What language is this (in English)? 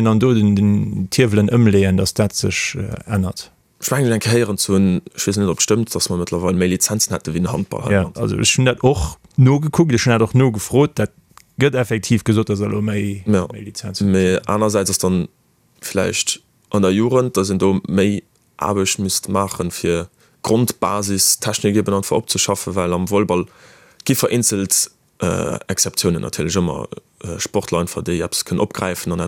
Luxembourgish